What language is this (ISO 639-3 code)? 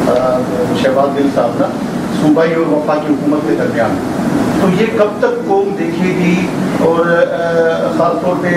urd